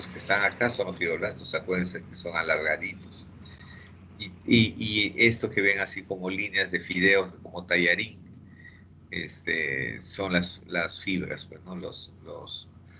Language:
Spanish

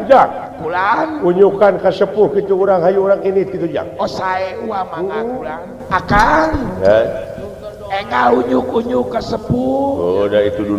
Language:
Sundanese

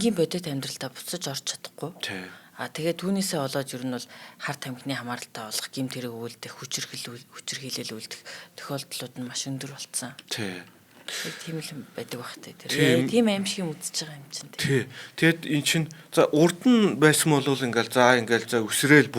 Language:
Mongolian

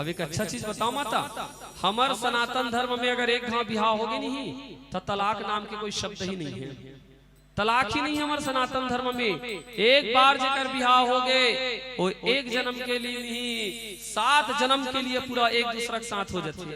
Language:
Chhattisgarhi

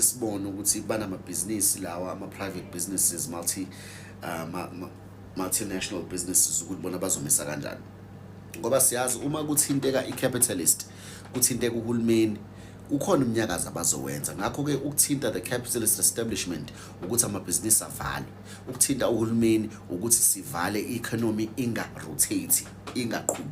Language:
Zulu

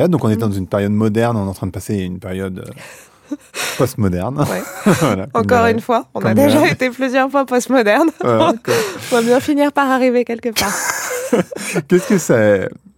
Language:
French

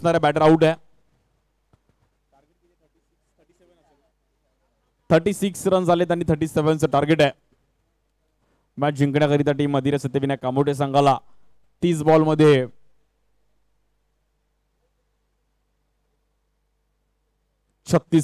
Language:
Marathi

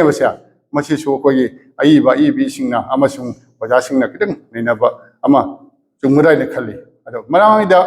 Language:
Manipuri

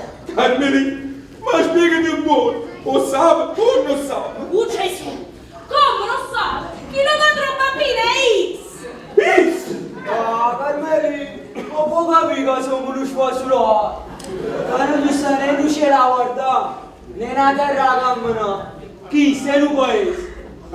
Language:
Neapolitan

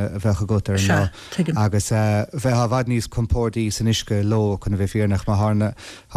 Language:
Irish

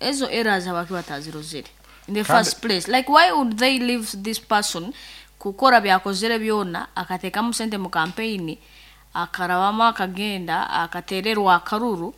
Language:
Nyankole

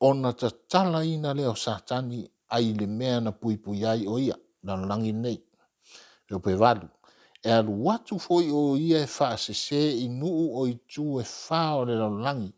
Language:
Samoan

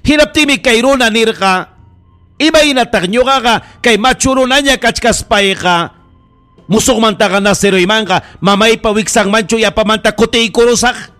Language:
Ayacucho Quechua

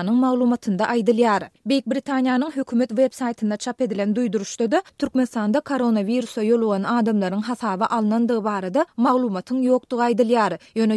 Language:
Turkmen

